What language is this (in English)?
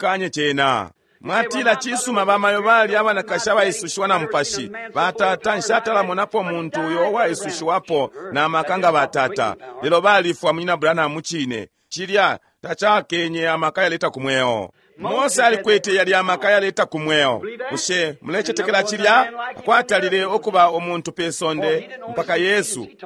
Bemba